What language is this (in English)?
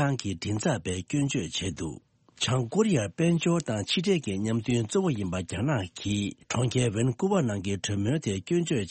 Tibetan